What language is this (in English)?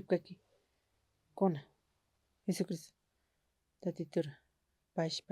Aymara